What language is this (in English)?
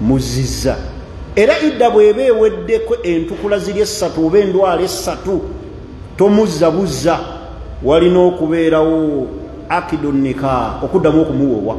Ganda